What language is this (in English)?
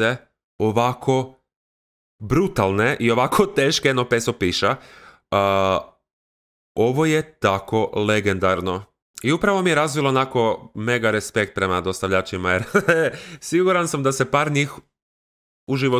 Croatian